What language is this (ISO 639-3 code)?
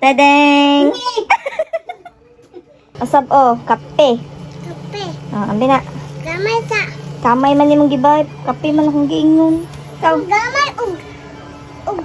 ceb